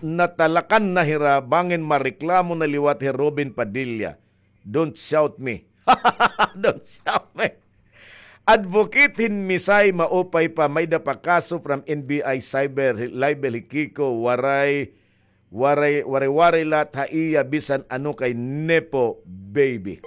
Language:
Waray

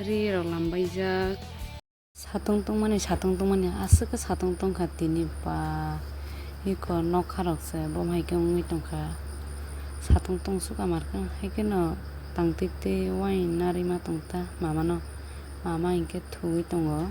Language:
Kok Borok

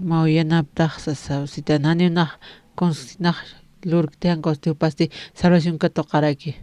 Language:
Aymara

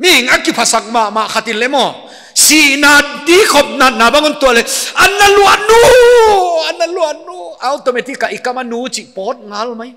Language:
Paite Chin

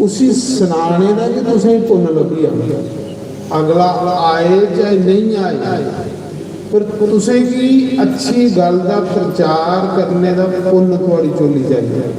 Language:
Dogri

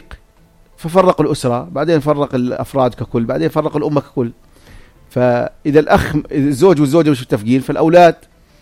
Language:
North Levantine Arabic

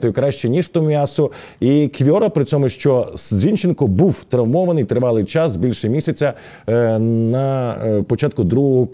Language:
Ukrainian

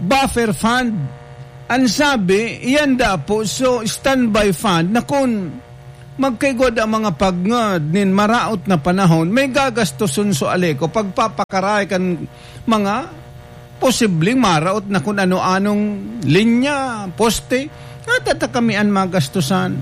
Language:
Bikol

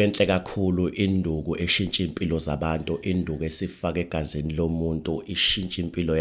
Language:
Zulu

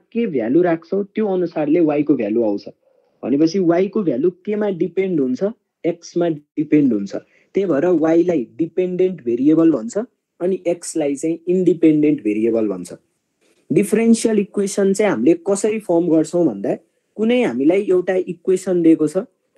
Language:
Nepali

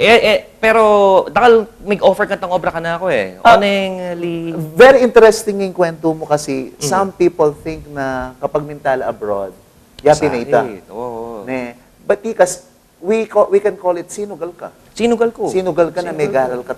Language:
Pampanga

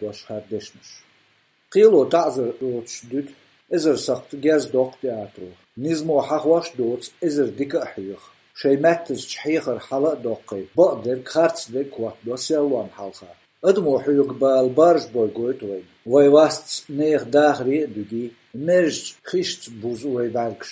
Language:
Chechen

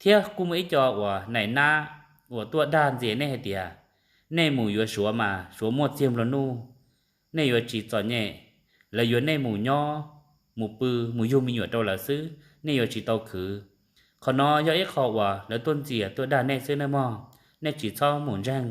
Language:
Hmong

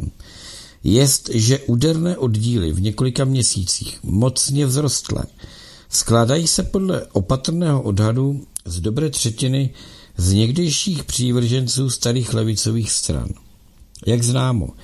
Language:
Czech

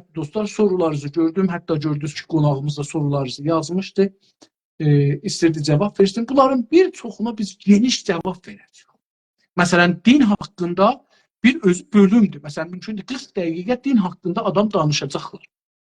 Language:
South Azerbaijani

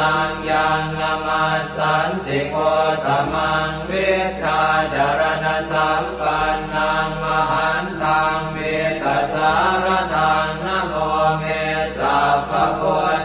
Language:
Pali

